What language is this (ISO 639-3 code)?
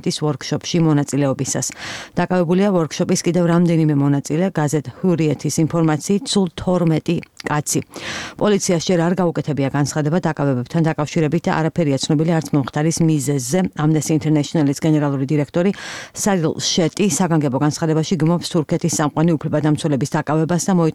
kat